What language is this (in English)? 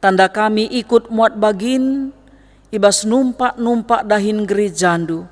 Batak Karo